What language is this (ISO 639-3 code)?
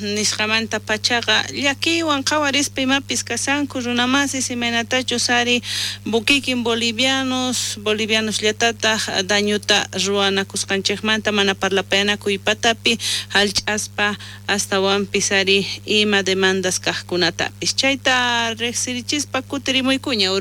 quh